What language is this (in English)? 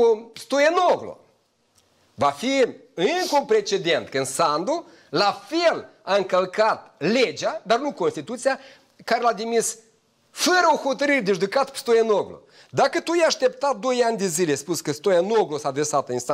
Romanian